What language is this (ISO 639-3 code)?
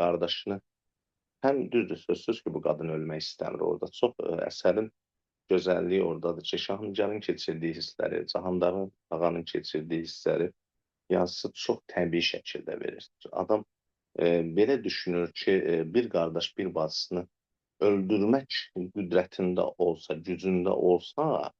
aze